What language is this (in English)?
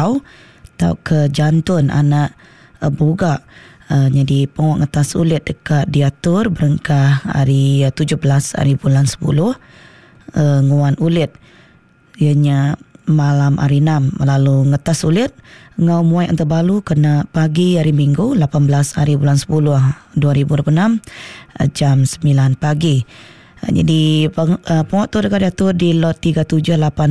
Iban